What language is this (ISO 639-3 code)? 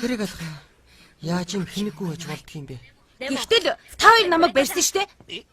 mon